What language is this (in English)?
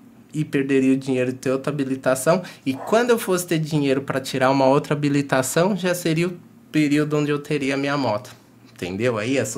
Portuguese